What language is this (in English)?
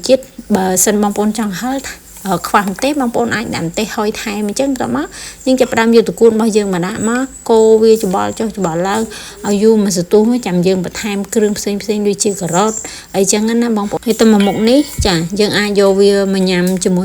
Khmer